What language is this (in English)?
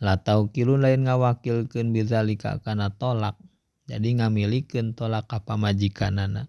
Sundanese